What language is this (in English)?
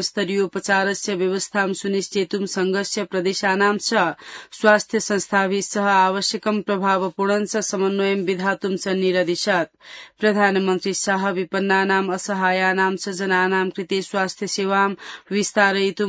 Sanskrit